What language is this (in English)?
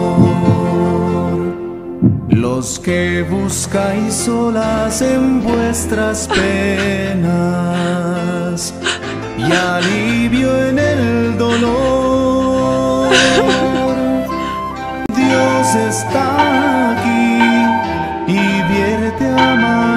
Spanish